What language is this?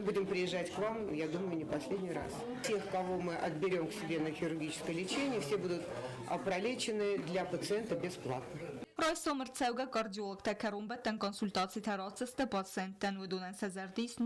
Ossetic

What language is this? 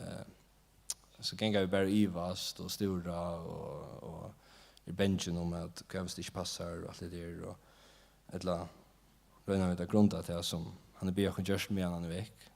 Faroese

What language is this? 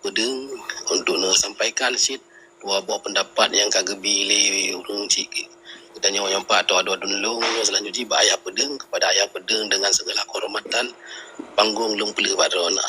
Achinese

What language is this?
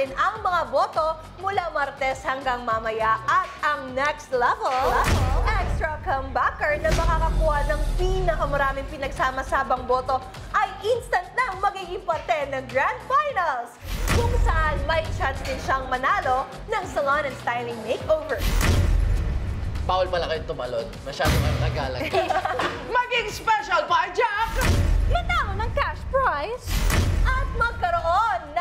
Filipino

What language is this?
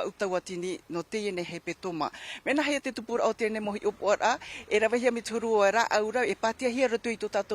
Tahitian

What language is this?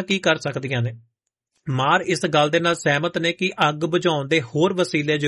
Punjabi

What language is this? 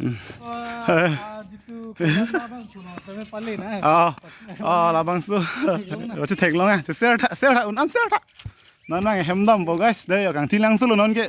Karbi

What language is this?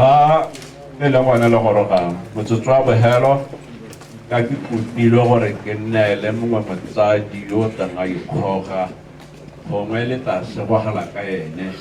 Tswana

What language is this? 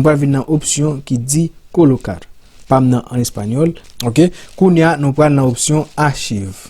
Haitian Creole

